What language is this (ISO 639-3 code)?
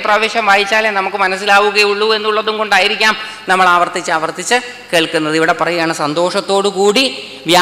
mal